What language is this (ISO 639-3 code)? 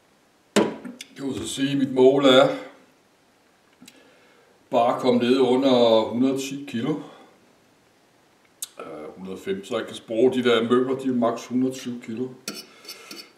dan